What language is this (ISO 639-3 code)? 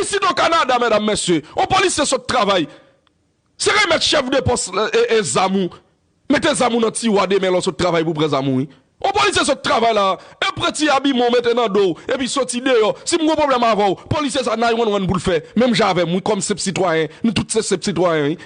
hat